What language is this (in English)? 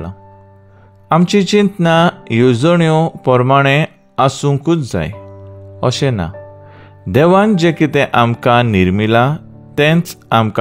Konkani